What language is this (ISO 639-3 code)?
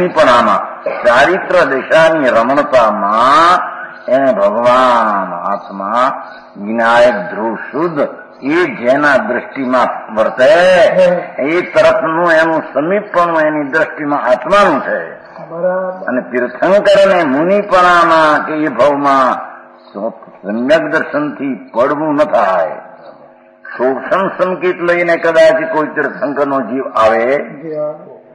guj